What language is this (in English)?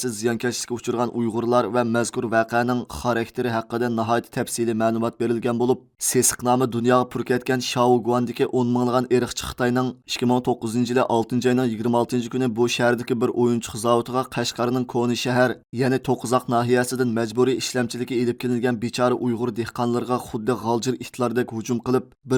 Uyghur